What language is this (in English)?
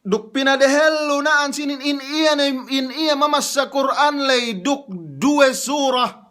Yakan